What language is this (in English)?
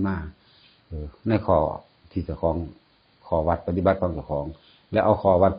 Northeastern Thai